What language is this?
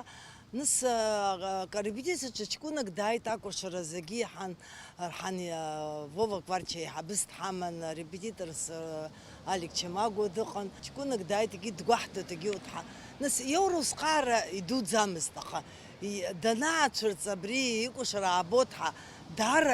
Abkhazian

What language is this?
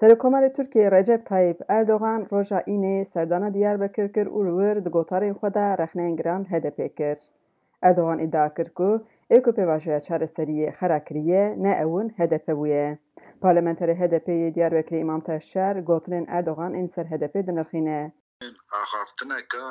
Kurdish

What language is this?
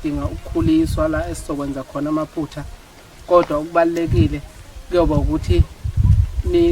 Zulu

